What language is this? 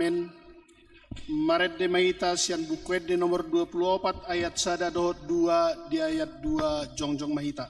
Batak Toba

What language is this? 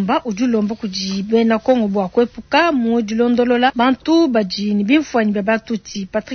Luba-Lulua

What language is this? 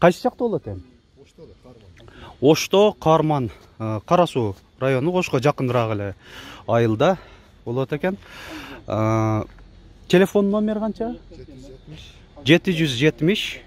Kyrgyz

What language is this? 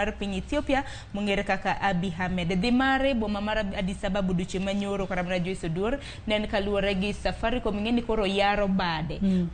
Luo (Kenya and Tanzania)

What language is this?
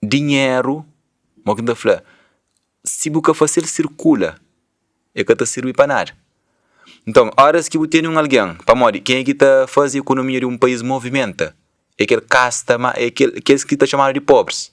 Kabuverdianu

